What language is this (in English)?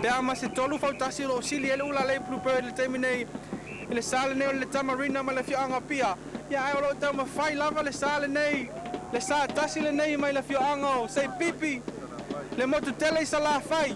Samoan